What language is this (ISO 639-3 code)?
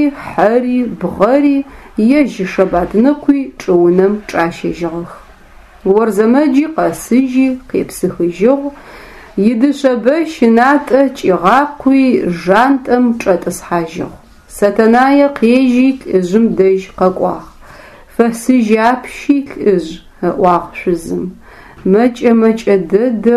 ady